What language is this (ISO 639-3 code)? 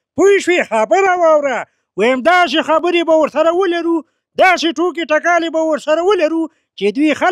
pus